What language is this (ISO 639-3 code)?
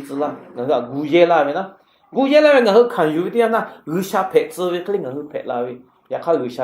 lhu